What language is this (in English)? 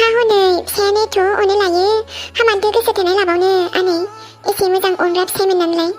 Bodo